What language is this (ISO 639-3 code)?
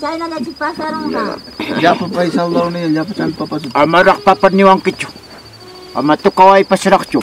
quy